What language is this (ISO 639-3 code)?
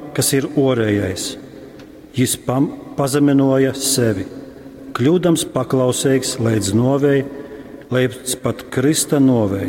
ltg